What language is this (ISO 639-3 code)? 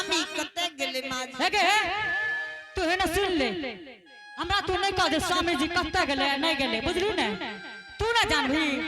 anp